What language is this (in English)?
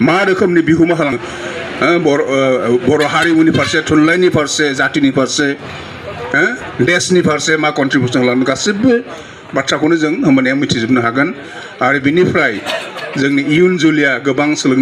Bodo